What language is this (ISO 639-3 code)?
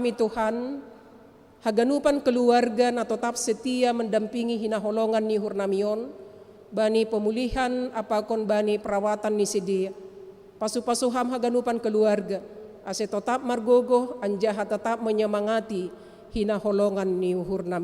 bts